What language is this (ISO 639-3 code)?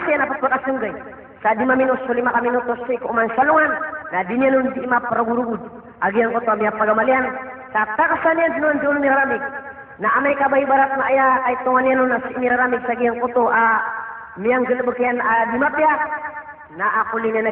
mrw